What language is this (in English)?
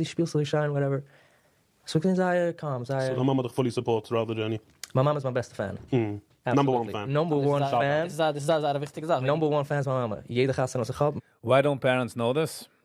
Yiddish